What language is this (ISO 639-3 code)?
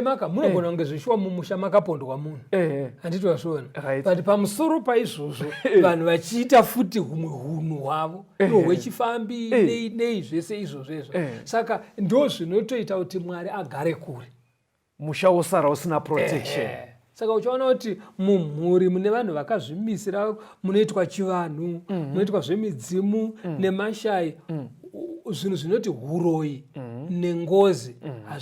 sna